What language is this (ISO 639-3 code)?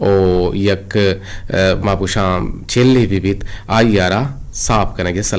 bgp